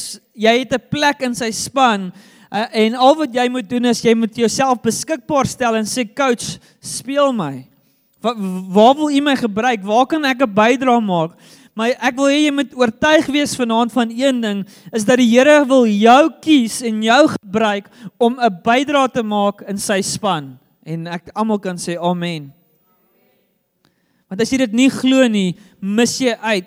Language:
Afrikaans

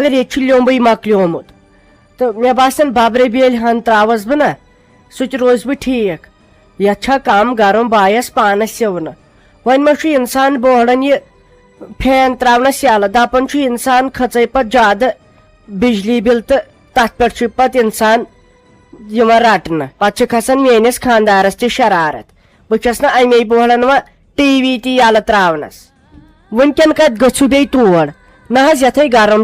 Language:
Kashmiri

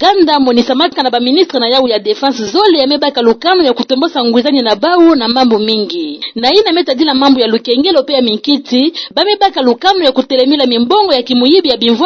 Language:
Kituba (Democratic Republic of Congo)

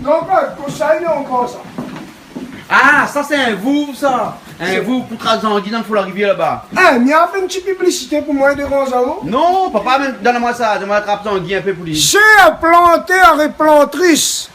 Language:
Réunion Creole French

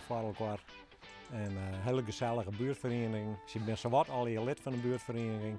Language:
Western Frisian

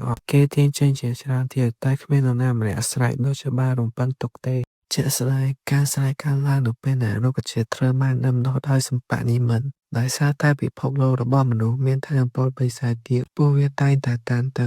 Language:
Khmer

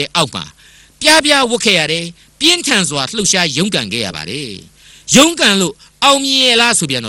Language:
Burmese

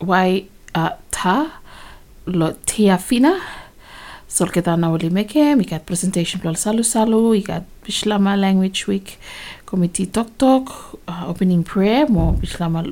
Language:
Bislama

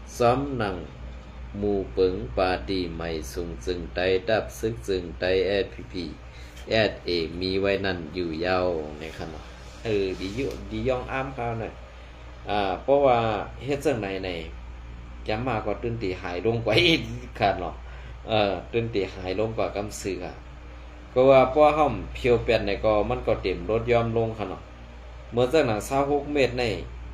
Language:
Shan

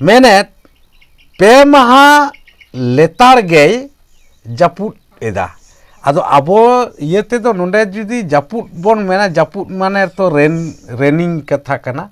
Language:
Santali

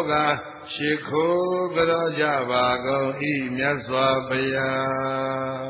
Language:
Burmese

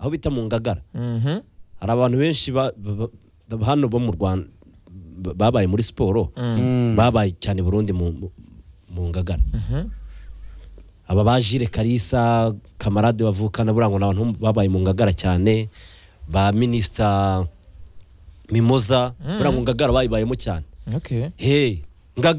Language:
Kinyarwanda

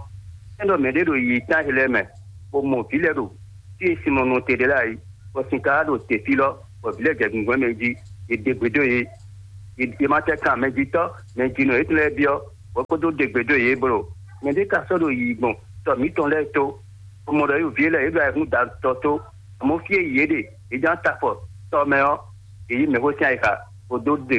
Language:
Fon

